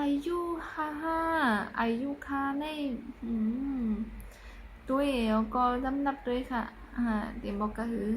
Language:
Shan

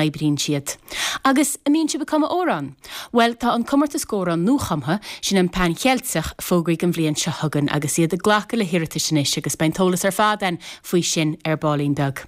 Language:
Irish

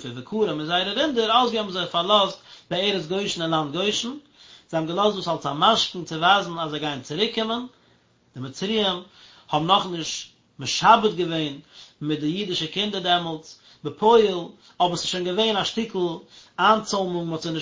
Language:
Yiddish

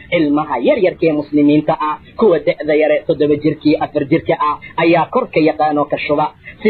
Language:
Somali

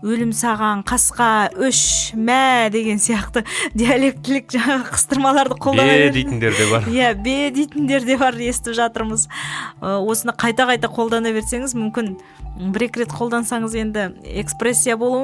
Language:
Kazakh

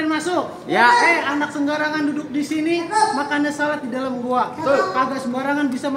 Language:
Betawi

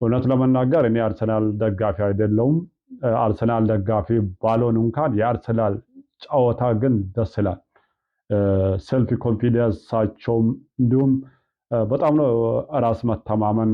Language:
Amharic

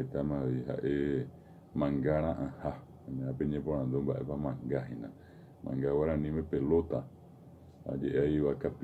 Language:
Guarani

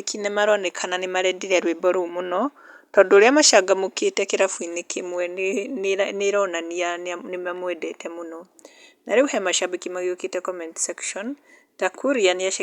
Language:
Kikuyu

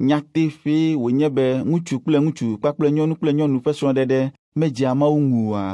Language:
Ewe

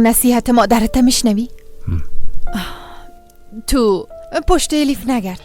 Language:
Persian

